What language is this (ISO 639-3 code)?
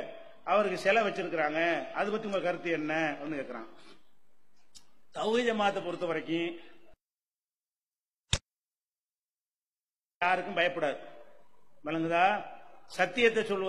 tam